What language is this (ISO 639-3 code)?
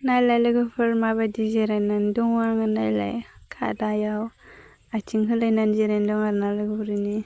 brx